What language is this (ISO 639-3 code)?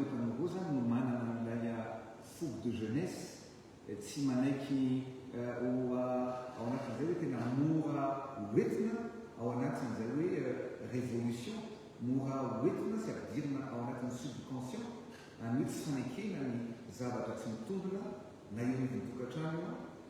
mlg